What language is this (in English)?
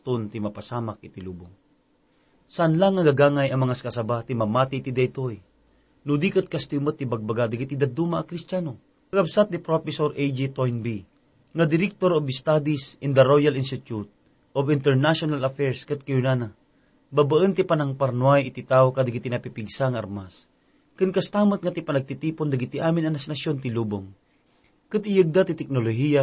Iloko